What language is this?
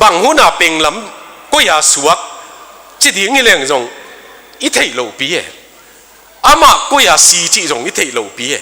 Tedim Chin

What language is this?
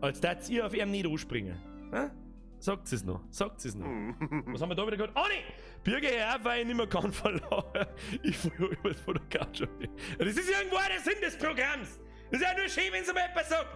Bavarian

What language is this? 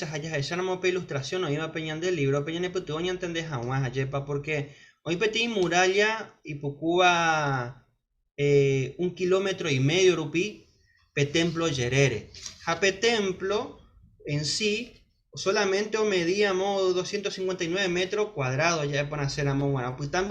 Guarani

